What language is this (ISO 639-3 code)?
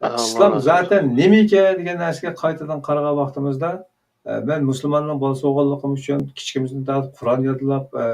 uig